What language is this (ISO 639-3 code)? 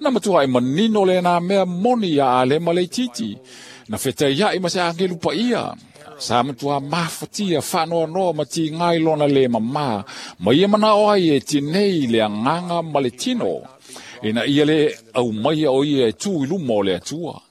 smo